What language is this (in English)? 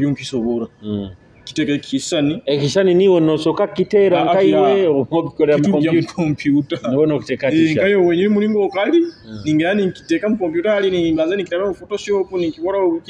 Nyoro